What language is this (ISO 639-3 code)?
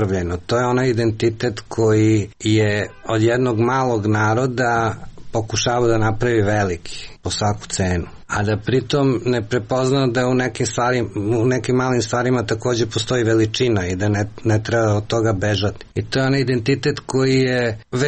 srp